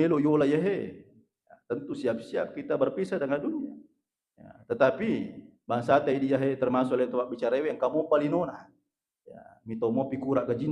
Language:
Buginese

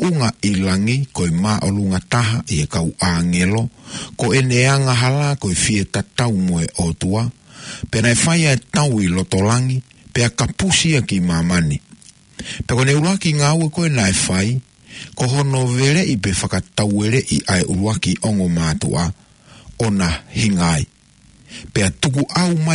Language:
Tongan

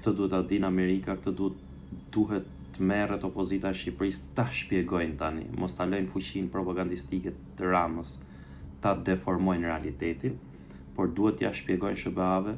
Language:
Albanian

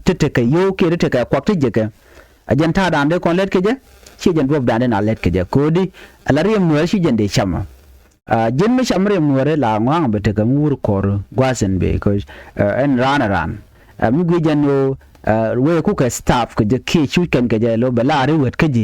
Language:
Nuer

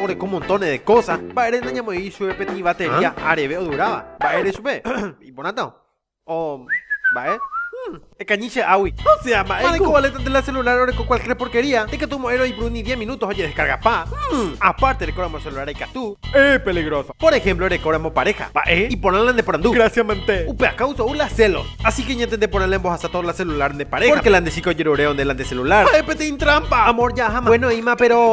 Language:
Guarani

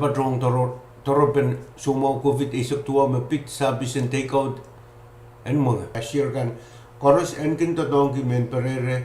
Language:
Pohnpeian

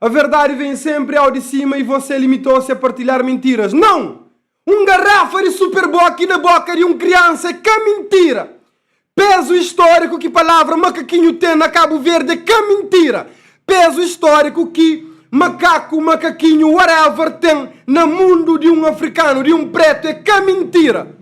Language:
Kabuverdianu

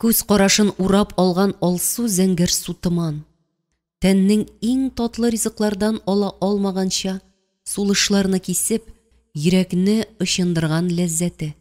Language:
Tatar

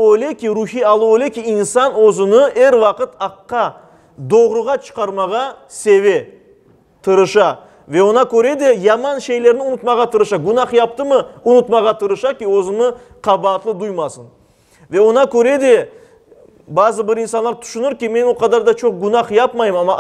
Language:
Crimean Tatar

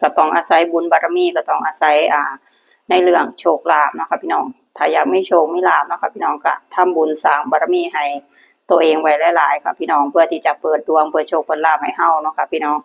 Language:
Northeastern Thai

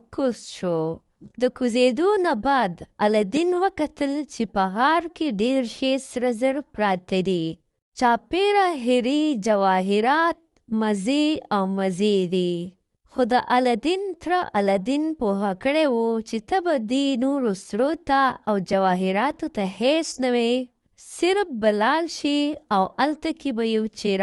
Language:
Pashto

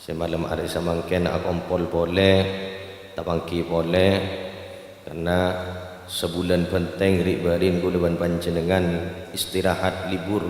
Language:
Madurese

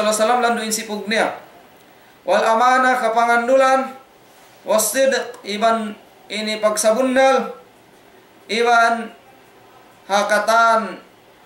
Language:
Tausug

